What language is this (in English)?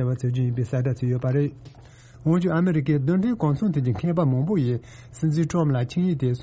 Tibetan